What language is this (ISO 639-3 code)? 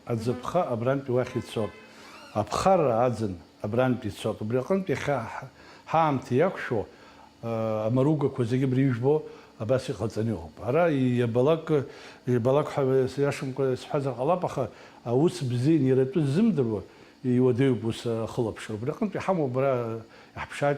abk